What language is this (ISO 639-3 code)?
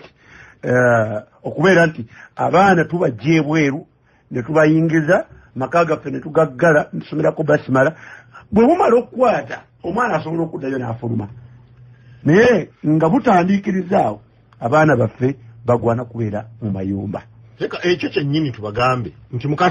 lug